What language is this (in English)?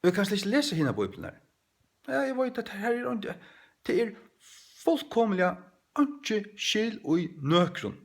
Faroese